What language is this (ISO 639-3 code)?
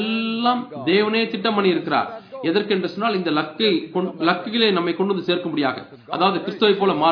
tam